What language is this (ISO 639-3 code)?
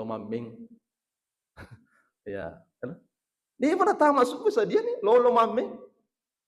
bug